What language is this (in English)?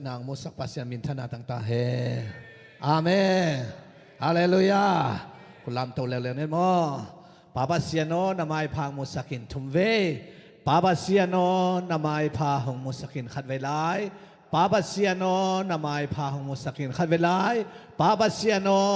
Tedim Chin